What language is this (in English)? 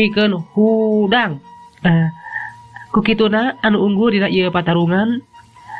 Sundanese